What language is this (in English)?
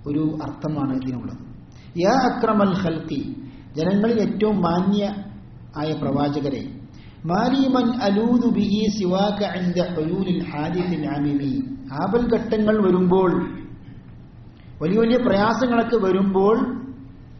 Malayalam